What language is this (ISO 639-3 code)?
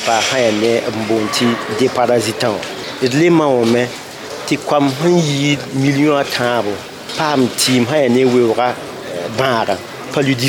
mos